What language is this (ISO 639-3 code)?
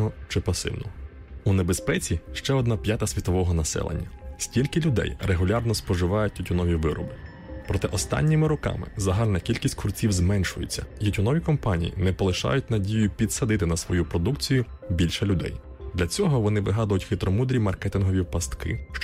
ukr